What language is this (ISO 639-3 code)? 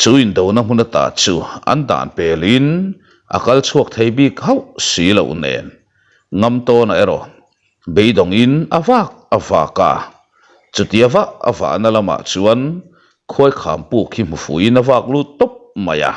lus